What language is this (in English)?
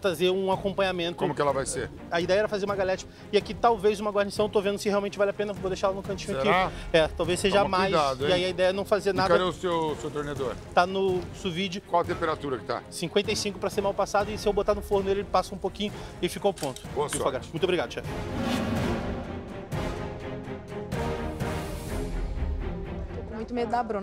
Portuguese